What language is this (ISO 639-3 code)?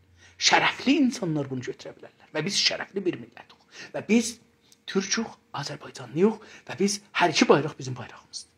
azb